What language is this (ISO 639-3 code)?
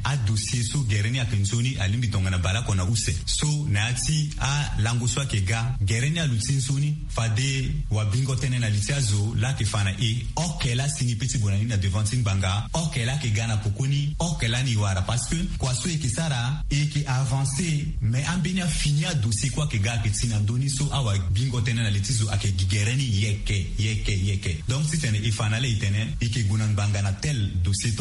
sag